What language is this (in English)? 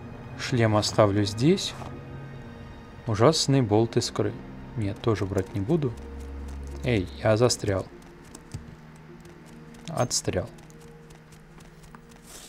Russian